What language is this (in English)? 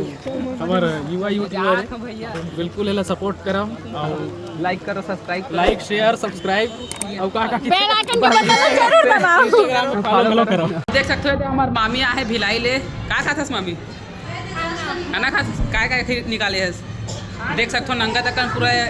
Chhattisgarhi